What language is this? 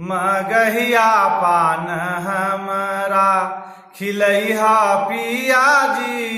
Magahi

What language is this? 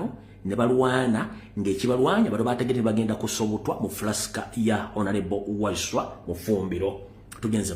Ganda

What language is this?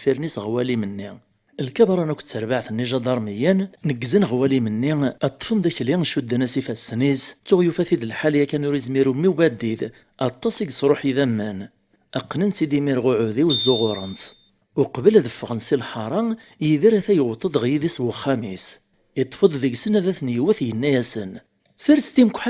Kabyle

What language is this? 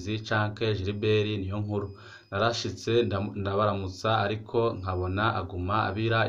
Rundi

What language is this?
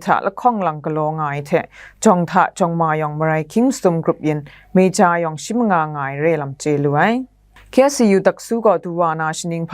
Kachin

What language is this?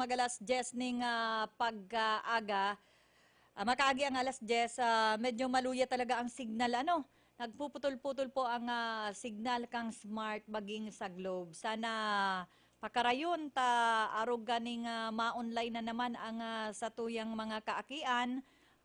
Bikol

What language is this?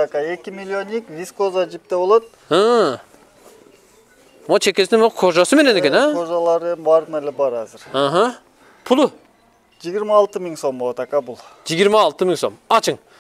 Kyrgyz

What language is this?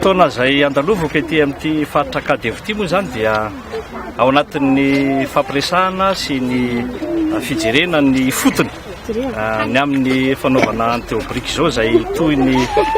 Malagasy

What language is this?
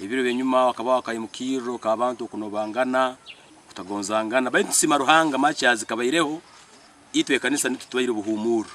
Nyankole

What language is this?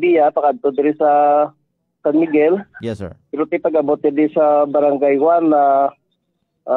Hiligaynon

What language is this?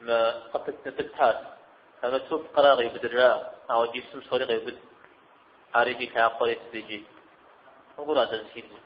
Kabardian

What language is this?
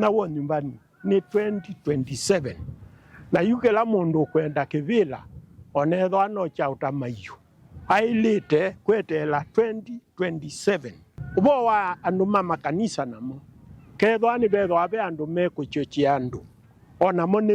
Kamba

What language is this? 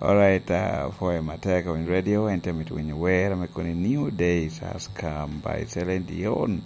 Lango (Uganda)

